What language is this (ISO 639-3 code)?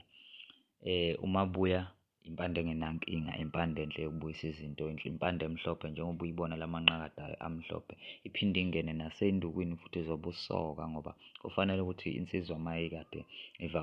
zul